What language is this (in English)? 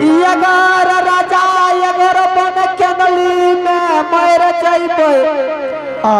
Angika